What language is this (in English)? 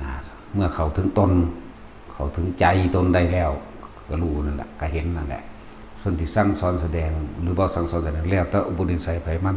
Northeastern Thai